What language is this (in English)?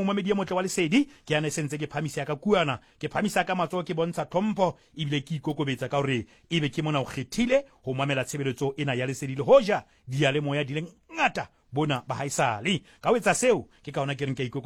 Southern Sotho